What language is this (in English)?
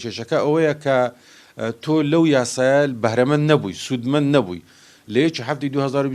Central Kurdish